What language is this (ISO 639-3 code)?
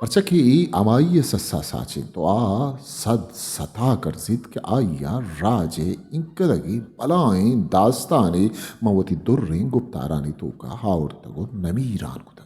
bgp